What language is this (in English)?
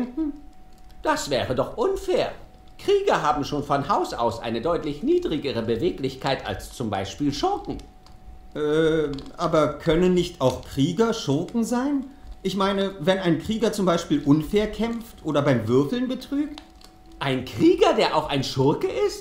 German